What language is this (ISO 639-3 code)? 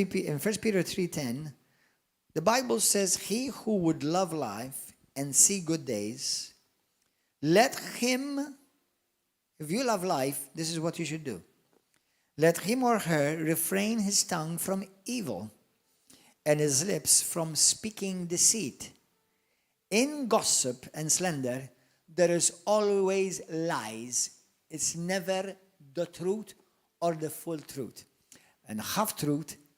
eng